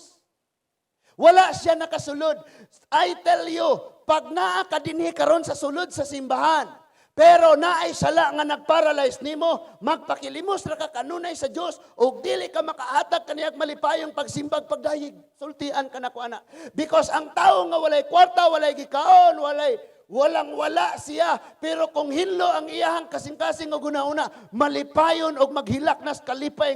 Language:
Cebuano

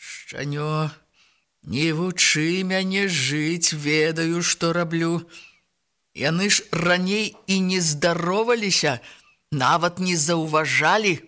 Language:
Belarusian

